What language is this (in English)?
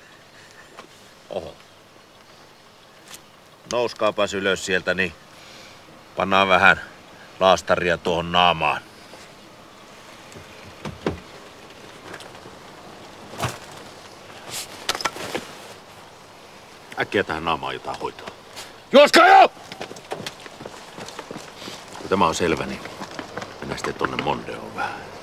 Finnish